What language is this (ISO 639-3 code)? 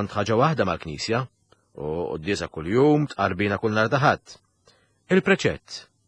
mlt